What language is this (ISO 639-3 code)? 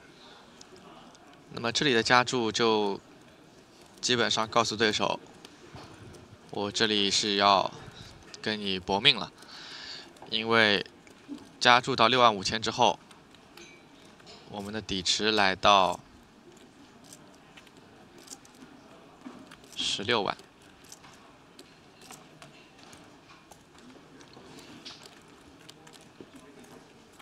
zho